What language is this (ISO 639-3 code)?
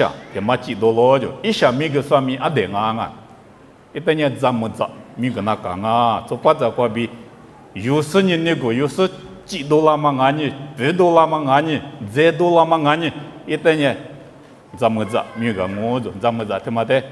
lis